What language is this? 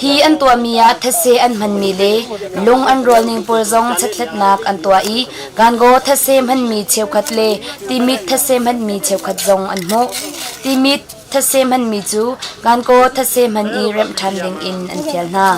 Hakha Chin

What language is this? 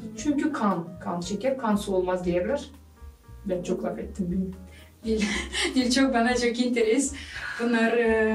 Gagauz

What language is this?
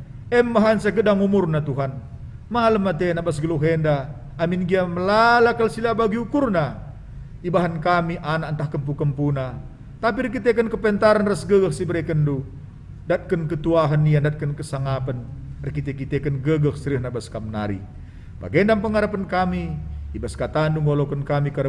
Batak Karo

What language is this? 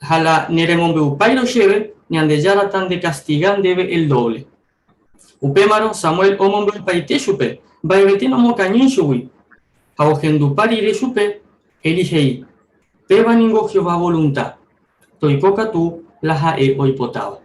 Guarani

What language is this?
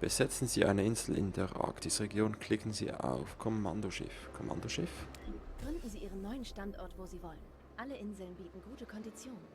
Swiss German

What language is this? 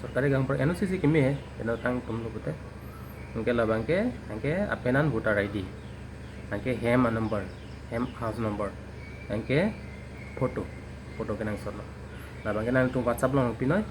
Karbi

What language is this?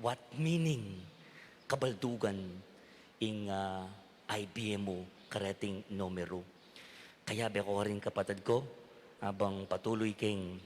Pampanga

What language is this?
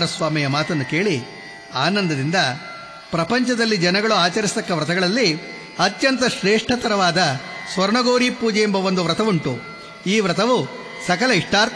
Kannada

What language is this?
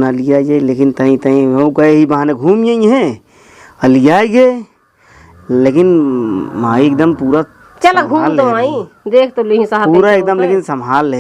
Awadhi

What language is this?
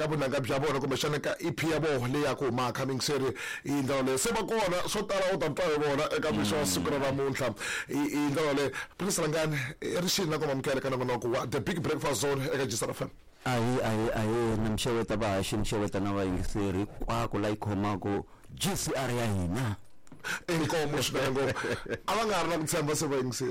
Tsonga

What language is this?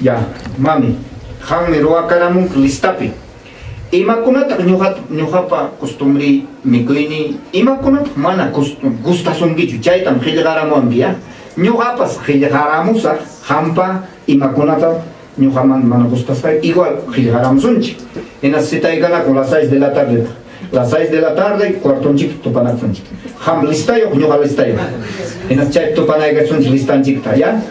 Ayacucho Quechua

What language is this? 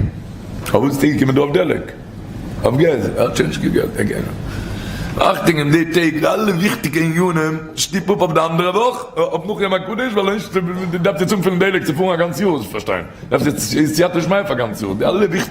Yiddish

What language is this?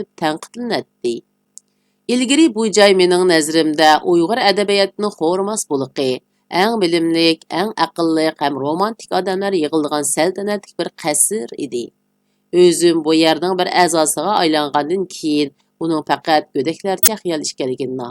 Uyghur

